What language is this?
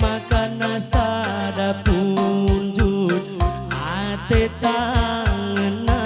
Batak Karo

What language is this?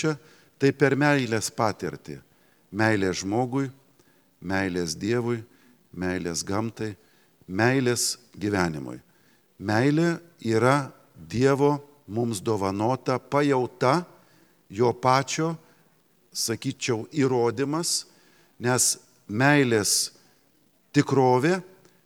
Lithuanian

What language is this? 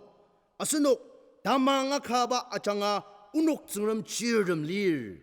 Ao Naga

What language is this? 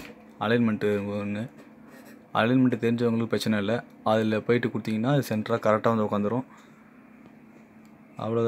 Tamil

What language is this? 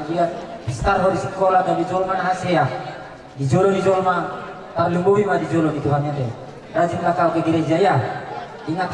Batak Toba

